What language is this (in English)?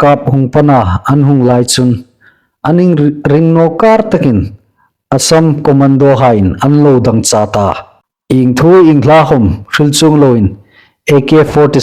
Hmar